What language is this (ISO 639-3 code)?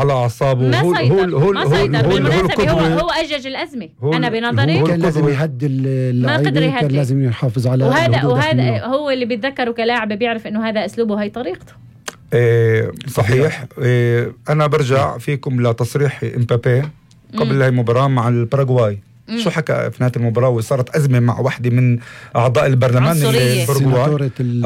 apc